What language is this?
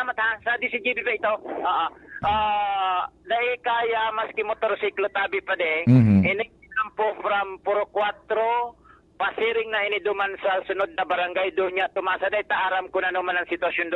Bikol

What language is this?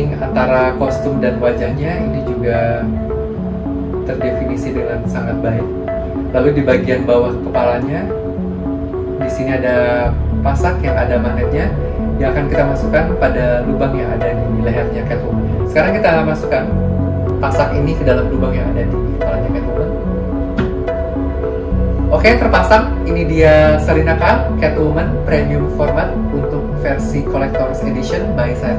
Indonesian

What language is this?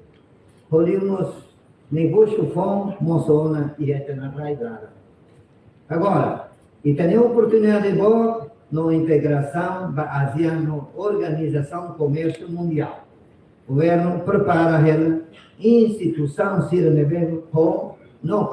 Tetum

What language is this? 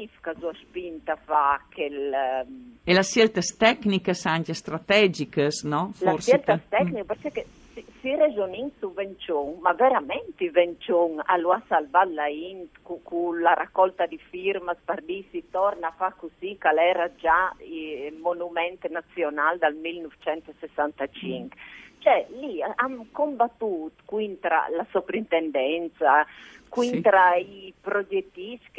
Friulian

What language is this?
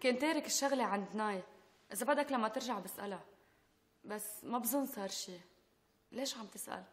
North Levantine Arabic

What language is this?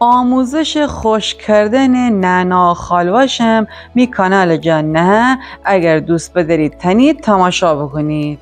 Gilaki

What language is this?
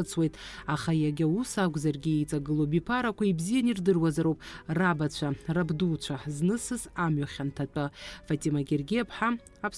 Abkhazian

